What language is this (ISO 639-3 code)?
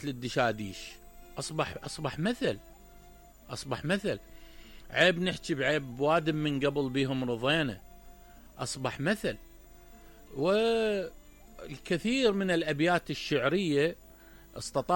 acm